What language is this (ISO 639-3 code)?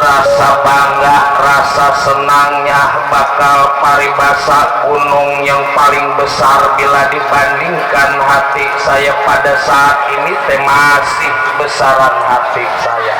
bew